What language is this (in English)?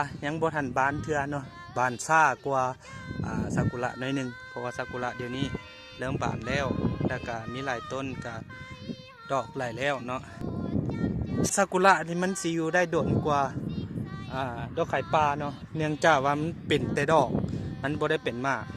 Lao